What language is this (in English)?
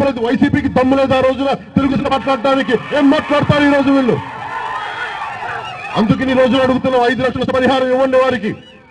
Telugu